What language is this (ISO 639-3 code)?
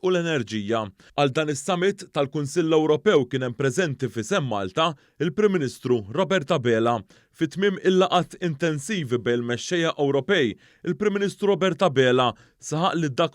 mlt